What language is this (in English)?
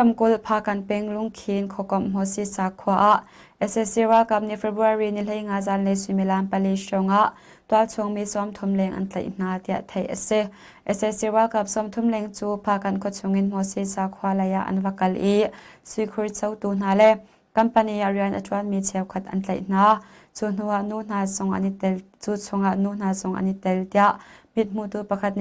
Hakha Chin